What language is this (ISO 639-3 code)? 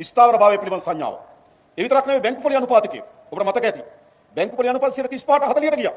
sin